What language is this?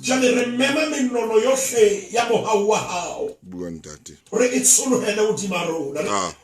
Southern Sotho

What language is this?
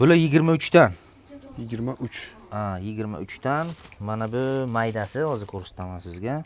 Uzbek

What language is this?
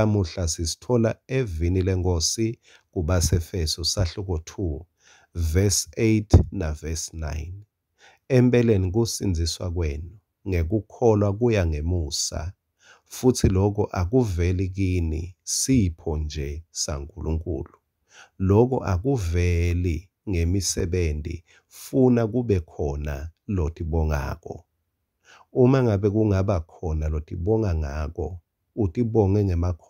Swati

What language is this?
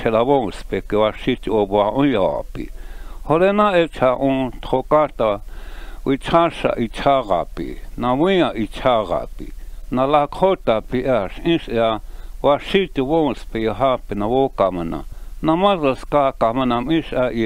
Lakota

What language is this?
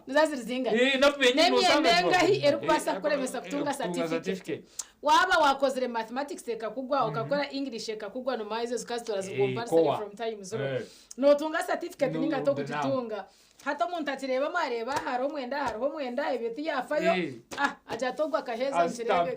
Nyankole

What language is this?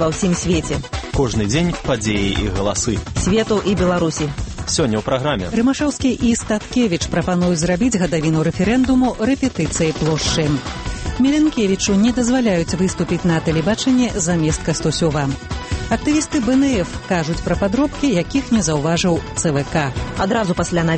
Belarusian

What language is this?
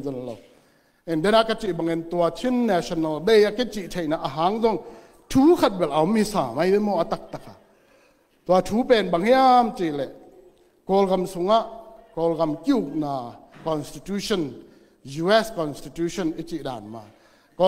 Tedim Chin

